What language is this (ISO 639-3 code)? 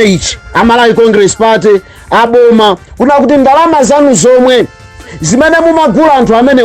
nya